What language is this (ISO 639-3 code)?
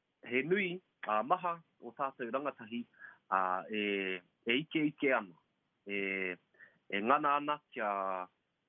mri